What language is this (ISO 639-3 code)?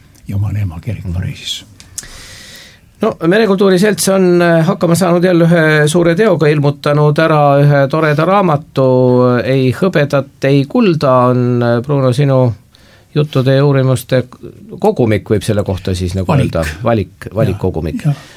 est